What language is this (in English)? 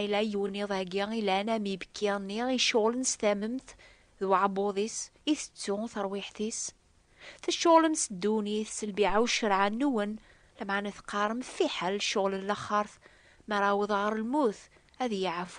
Kabyle